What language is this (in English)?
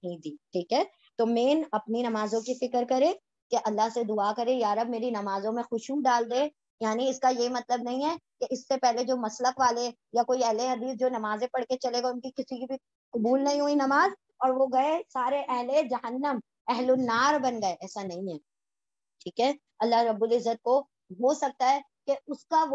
Urdu